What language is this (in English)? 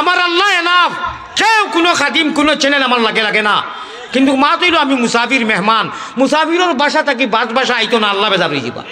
Sylheti